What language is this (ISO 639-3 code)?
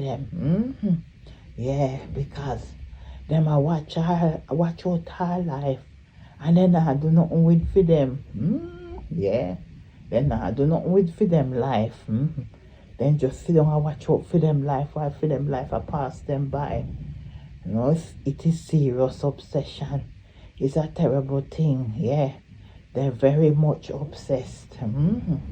jam